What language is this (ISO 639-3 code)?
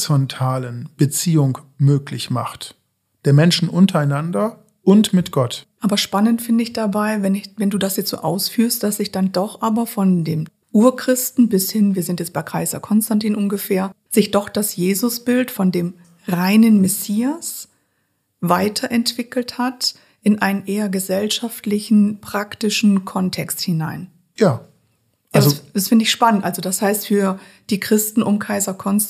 deu